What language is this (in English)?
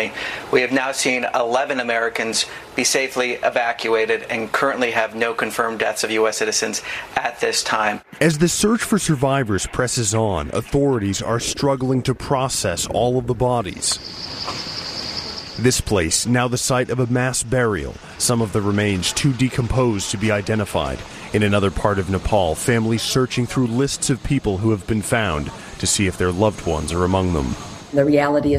English